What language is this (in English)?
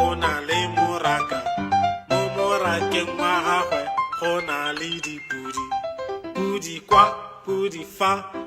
Tswana